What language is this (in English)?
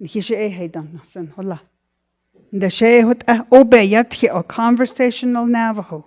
Navajo